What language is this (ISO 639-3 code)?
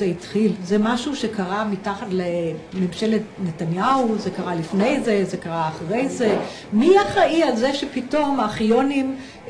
heb